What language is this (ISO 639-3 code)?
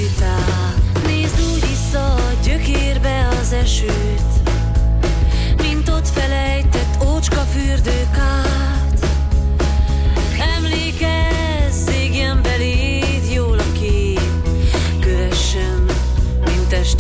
hun